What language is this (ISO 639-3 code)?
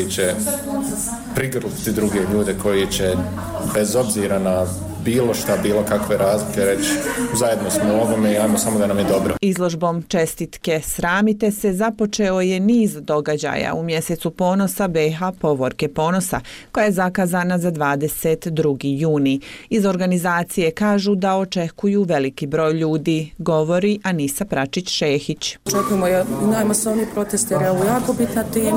bos